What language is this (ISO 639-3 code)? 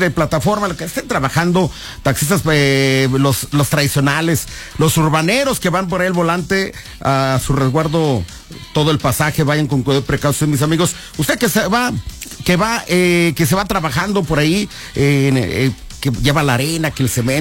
spa